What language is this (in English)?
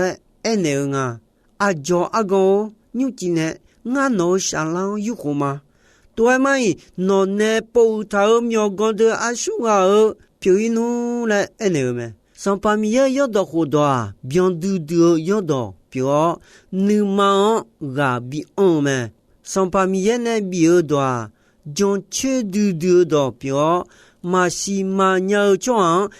Akha